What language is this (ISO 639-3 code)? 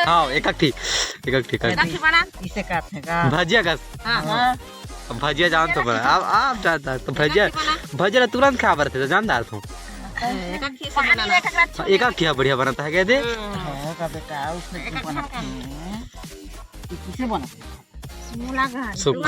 hne